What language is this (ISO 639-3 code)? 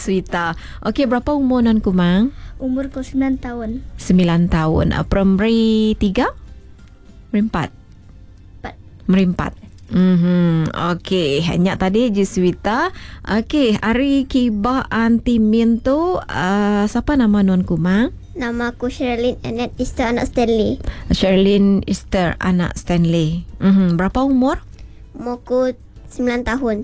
iba